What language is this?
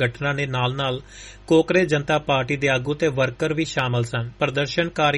Punjabi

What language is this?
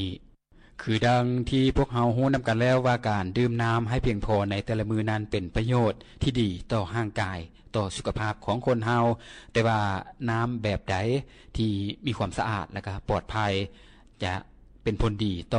Lao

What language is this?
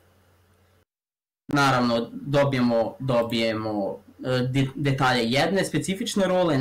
Serbian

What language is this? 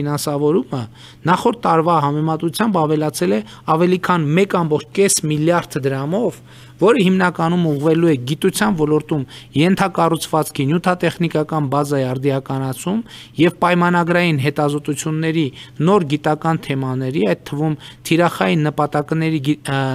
Armenian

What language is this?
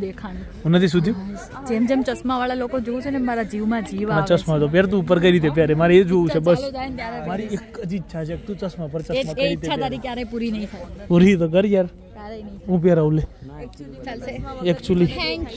Gujarati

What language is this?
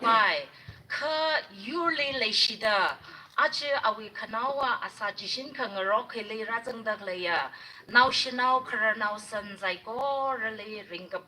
Tangkhul Naga (India)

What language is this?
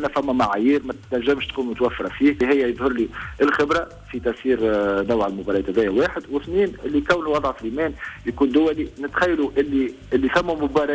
Tunisian Arabic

